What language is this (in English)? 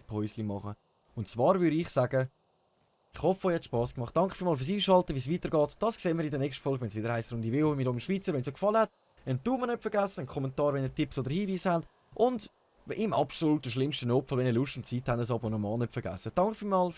Swiss German